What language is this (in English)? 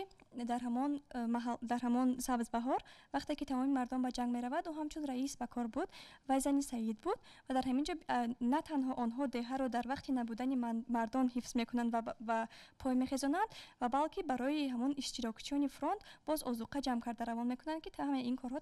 Tajik